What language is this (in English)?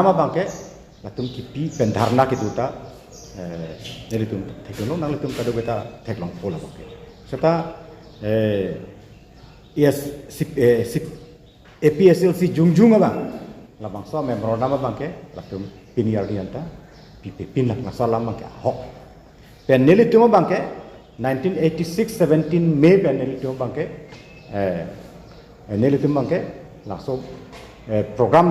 Karbi